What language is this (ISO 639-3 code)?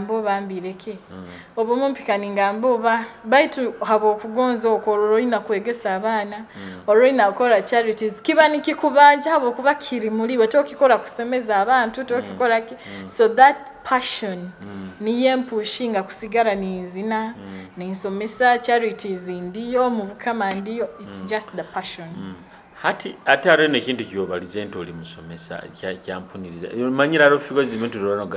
nyo